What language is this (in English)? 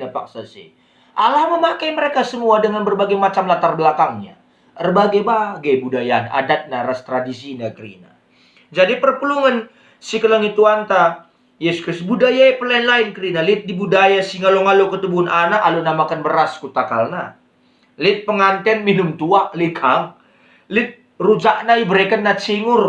Batak Karo